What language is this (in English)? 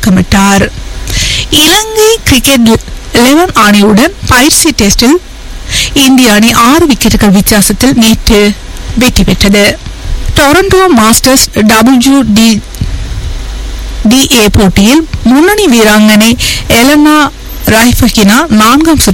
Tamil